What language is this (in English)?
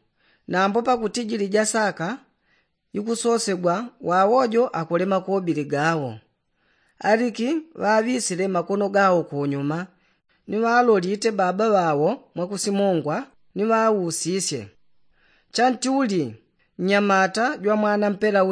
Yao